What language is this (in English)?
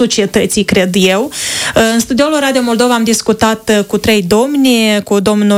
Romanian